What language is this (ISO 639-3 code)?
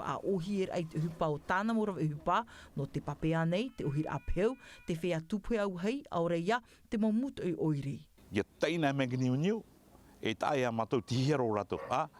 tah